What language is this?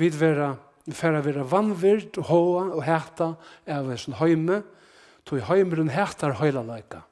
Faroese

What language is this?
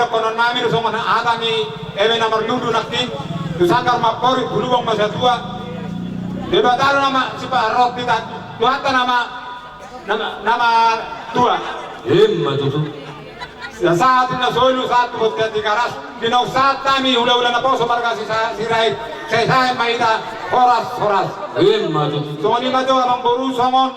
Batak Toba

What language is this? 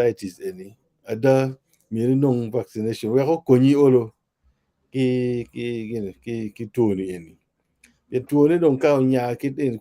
Acoli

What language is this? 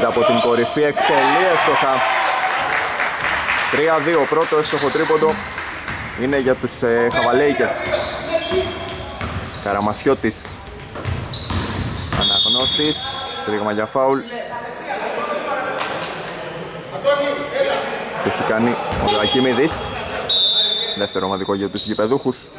Greek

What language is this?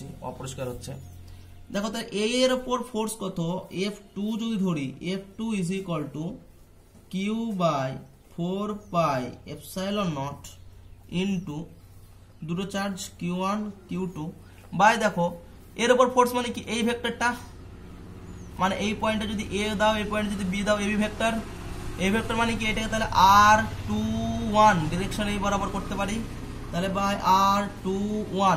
Bangla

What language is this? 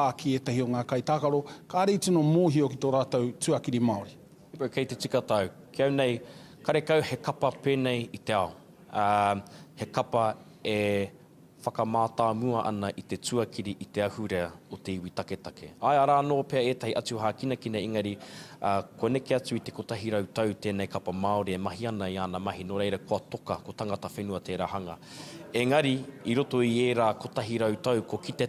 Māori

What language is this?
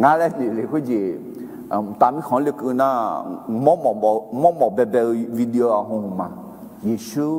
Akha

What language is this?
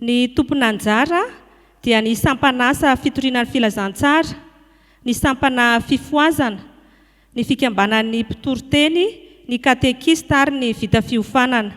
Malagasy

